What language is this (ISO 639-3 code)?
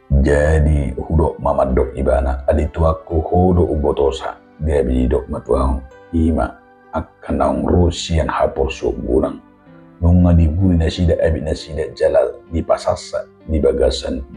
bbc